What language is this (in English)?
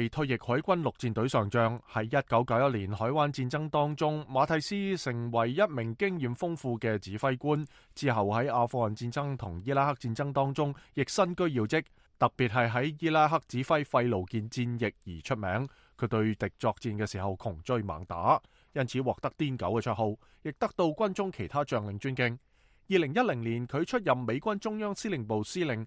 Cantonese